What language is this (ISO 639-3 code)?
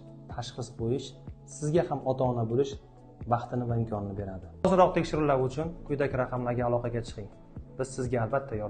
uzb